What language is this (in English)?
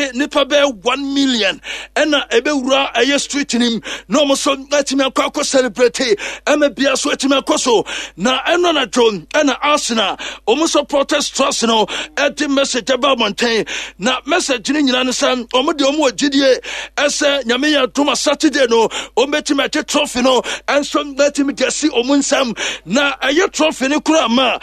Akan